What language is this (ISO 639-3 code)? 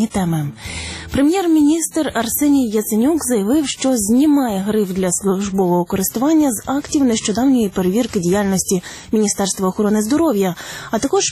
ukr